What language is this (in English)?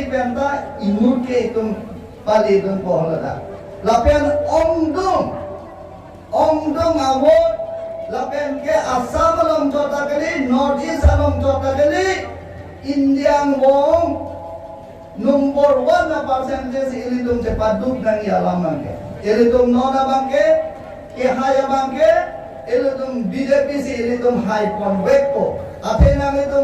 Karbi